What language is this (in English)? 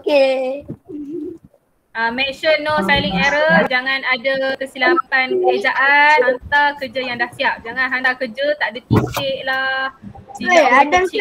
Malay